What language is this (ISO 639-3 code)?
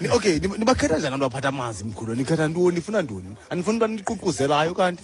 xho